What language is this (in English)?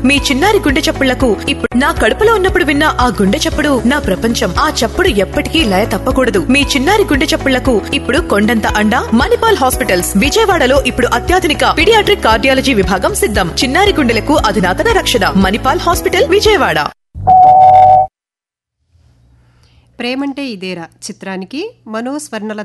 Telugu